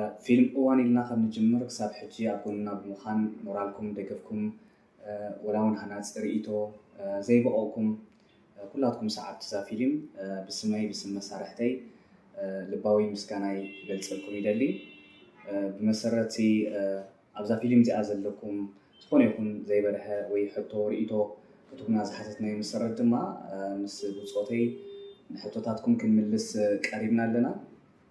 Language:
Tigrinya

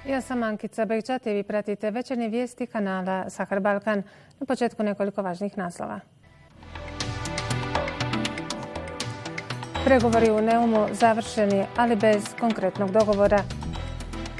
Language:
Bosnian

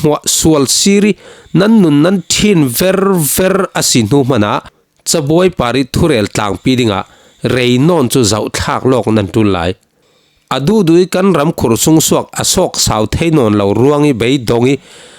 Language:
Falam Chin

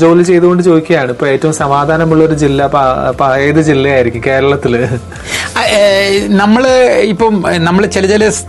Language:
Malayalam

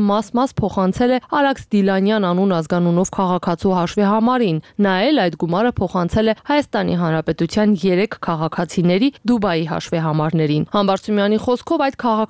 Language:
Armenian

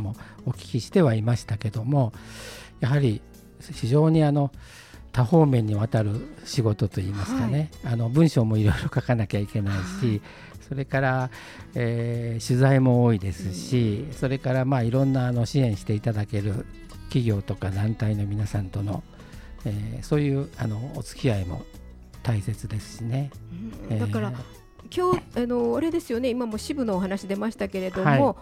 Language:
Japanese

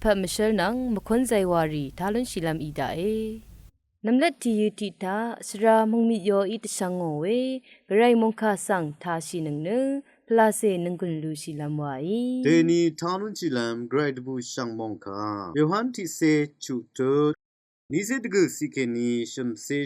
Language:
Rawang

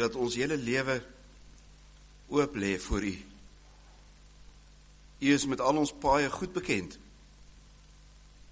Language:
Afrikaans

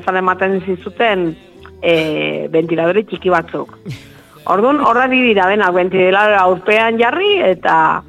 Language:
Basque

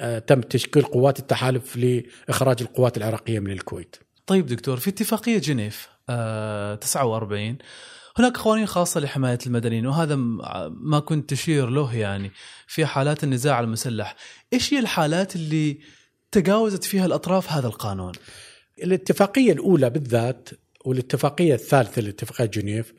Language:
Gulf Arabic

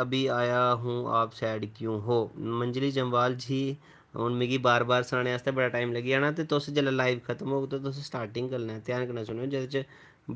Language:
Dogri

